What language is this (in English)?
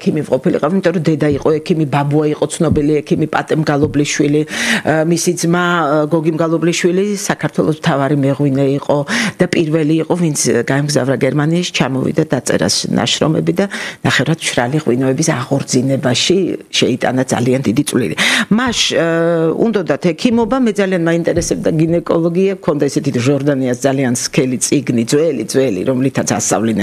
Georgian